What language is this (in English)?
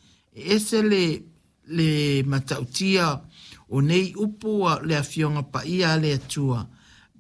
Samoan